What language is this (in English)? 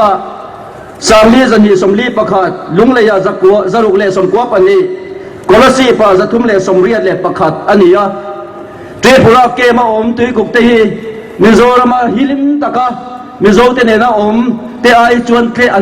Mizo